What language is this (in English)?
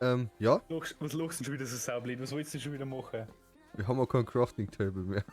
Bavarian